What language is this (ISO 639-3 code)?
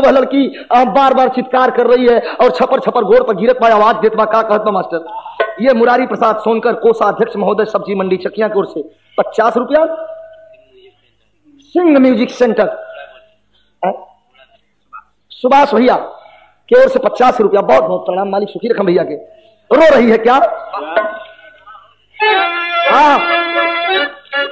bho